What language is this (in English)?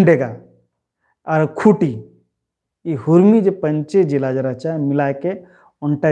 Kurukh